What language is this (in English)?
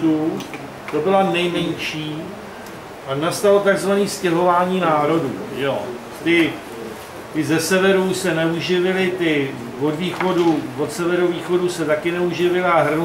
Czech